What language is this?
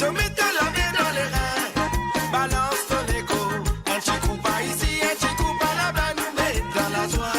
Morisyen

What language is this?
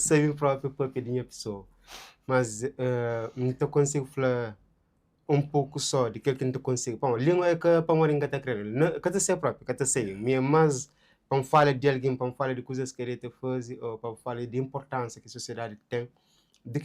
Kabuverdianu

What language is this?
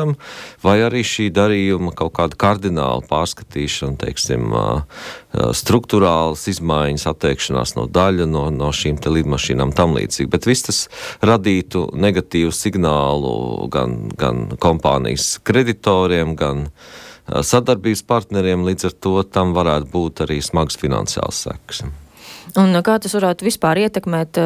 Latvian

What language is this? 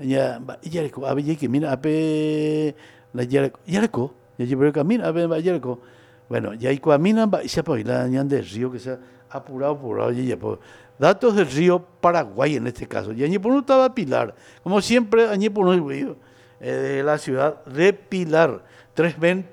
Guarani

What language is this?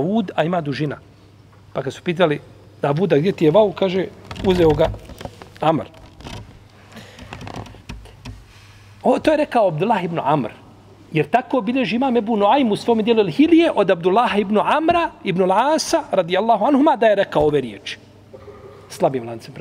Bosnian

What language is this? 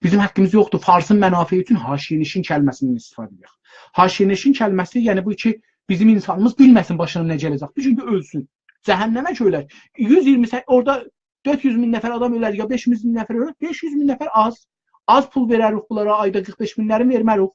South Azerbaijani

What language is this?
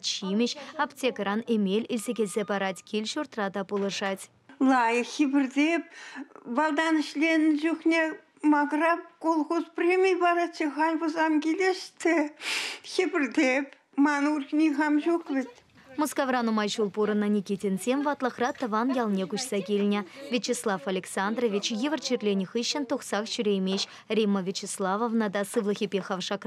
Chuvash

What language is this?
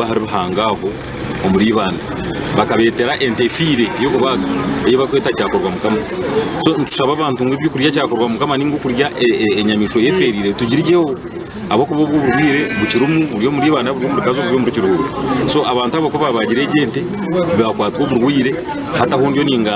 Nyankole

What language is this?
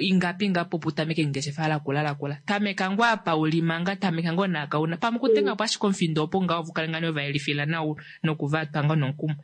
Kuanyama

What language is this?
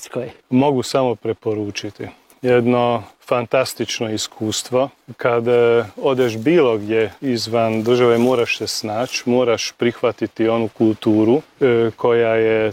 Croatian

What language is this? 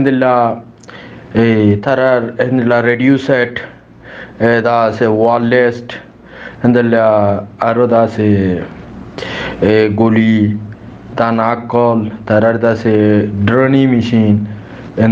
Rohingya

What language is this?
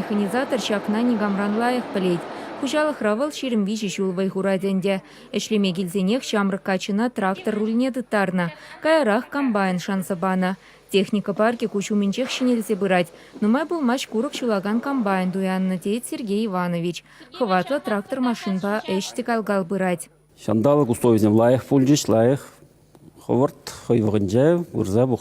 Chuvash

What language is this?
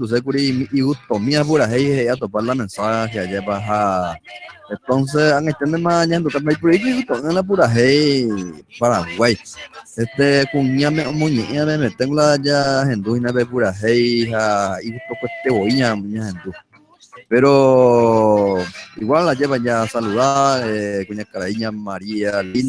Guarani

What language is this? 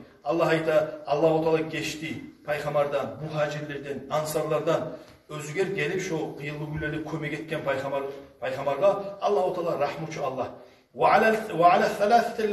Kumyk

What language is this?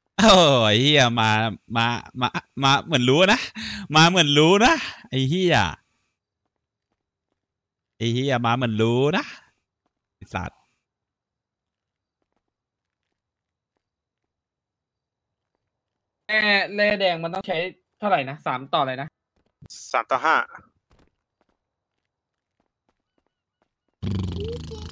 Thai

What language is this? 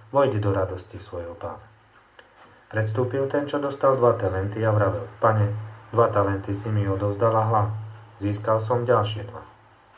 Slovak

